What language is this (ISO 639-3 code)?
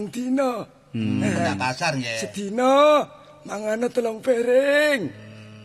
jav